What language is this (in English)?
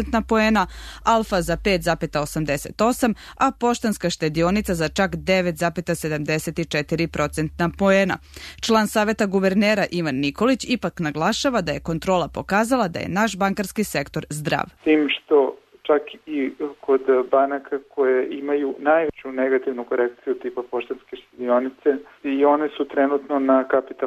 Serbian